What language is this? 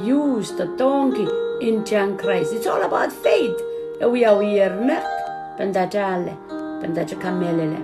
Pohnpeian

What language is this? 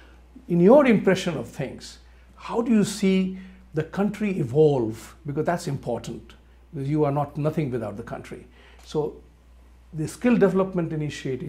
English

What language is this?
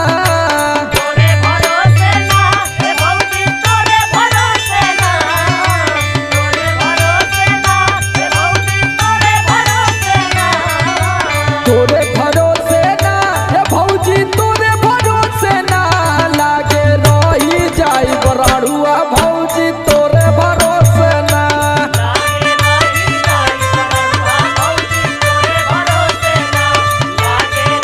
Bhojpuri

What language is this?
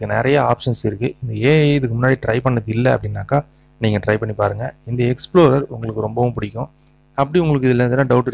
Tamil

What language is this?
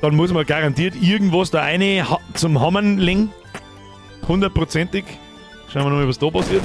Bavarian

